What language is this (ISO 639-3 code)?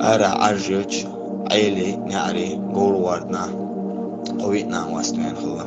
che